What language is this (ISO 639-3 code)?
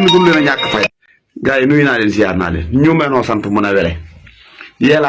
wol